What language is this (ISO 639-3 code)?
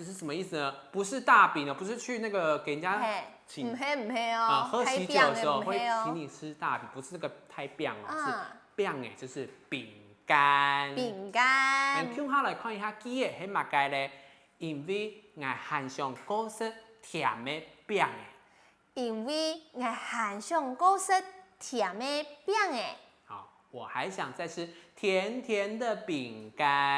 hak